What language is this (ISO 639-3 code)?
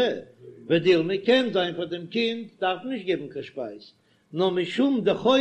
yid